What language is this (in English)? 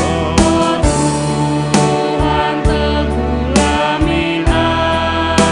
Batak Karo